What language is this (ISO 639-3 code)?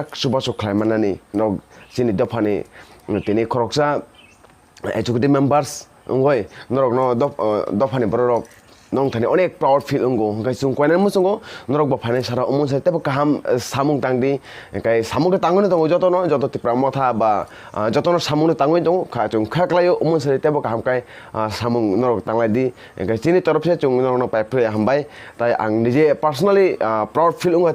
trp